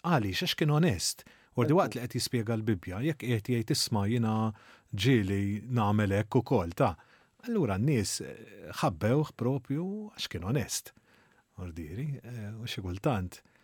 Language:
Maltese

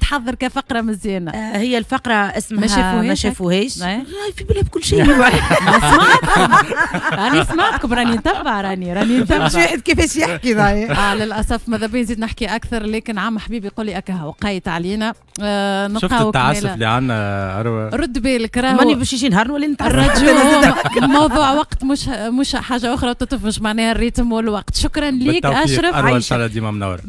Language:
Tunisian Arabic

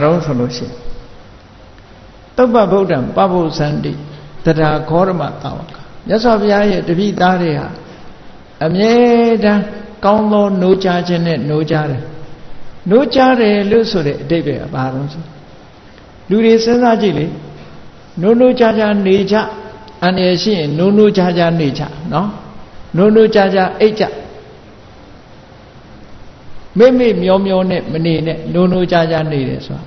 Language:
Burmese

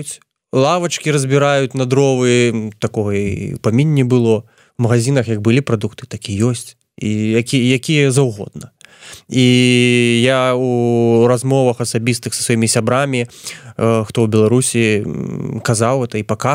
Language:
Belarusian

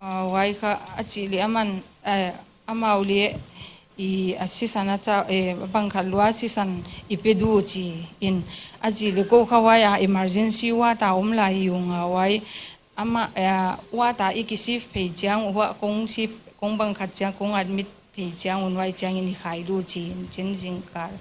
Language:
Paite Chin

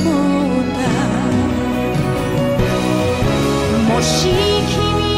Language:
Japanese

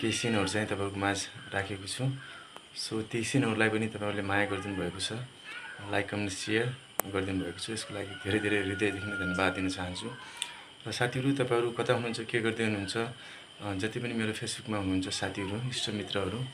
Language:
Nepali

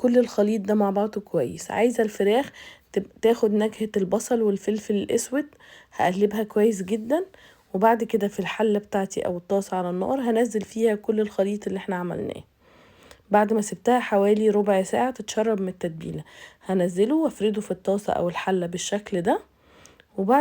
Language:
Egyptian Arabic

